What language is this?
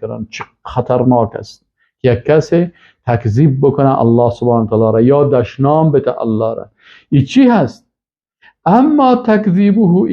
Persian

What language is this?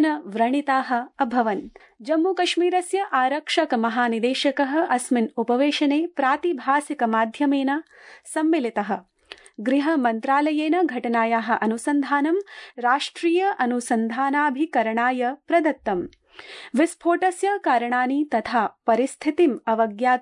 Sanskrit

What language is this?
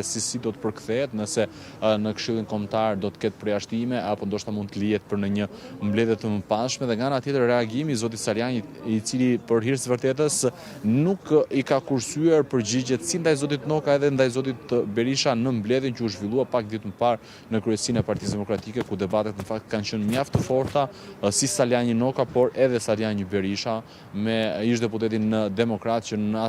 Albanian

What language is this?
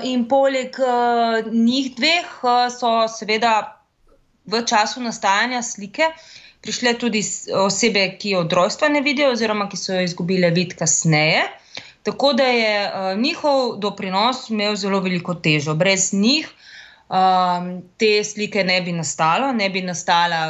Slovenian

